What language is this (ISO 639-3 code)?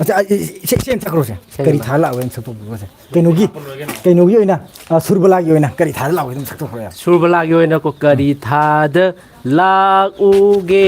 mni